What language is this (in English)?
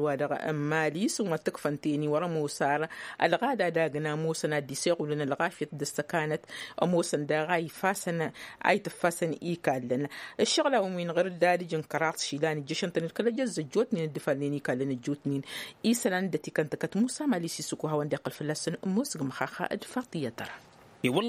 Tamasheq